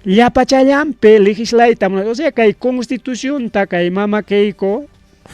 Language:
Ayacucho Quechua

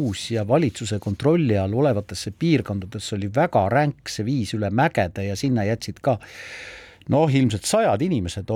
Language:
Estonian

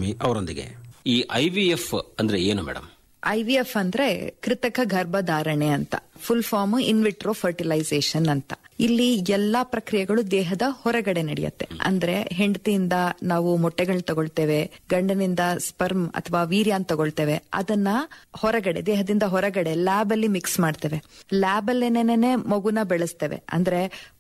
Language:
Kannada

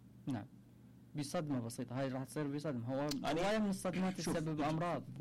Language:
Mesopotamian Arabic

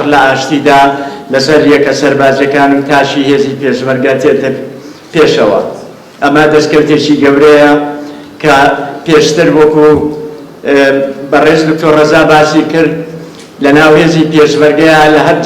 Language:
Central Kurdish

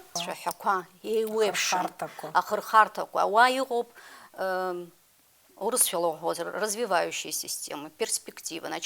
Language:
Abkhazian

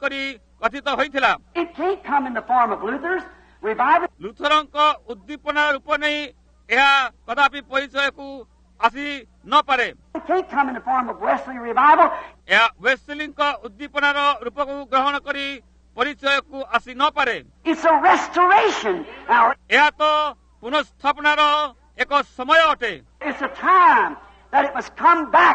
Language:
Odia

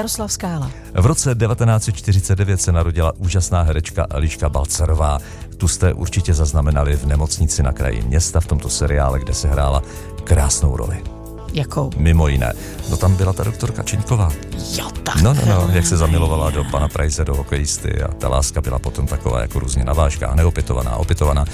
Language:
Czech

